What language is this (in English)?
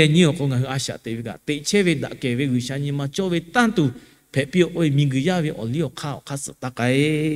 Lahu